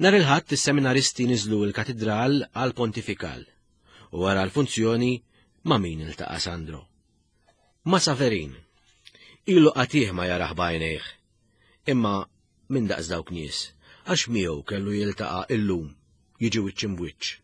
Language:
Maltese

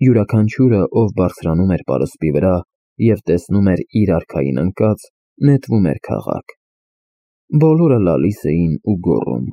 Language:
Armenian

